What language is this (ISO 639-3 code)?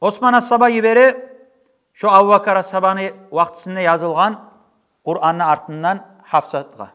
kum